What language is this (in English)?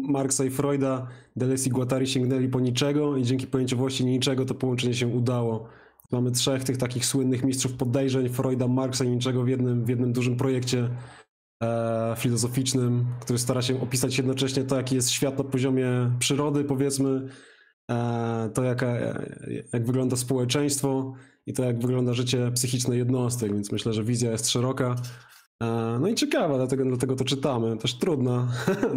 Polish